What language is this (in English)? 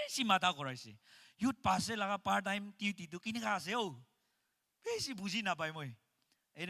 Naga Pidgin